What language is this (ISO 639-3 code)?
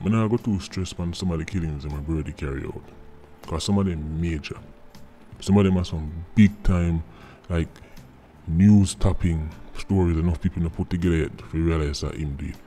jam